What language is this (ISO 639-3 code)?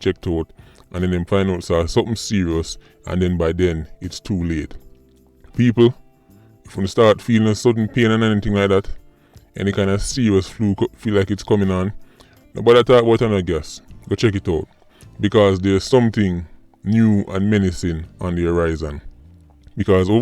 jam